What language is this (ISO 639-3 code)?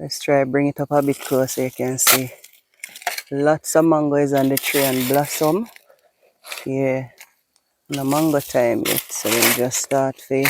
jam